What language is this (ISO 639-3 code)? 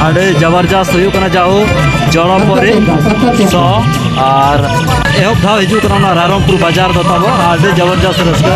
sat